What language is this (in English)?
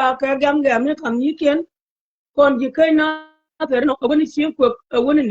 Nuer